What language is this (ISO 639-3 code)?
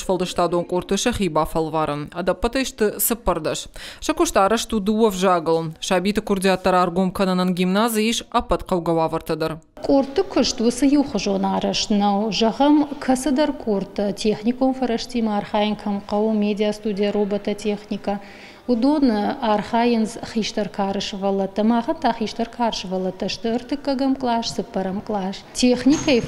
oss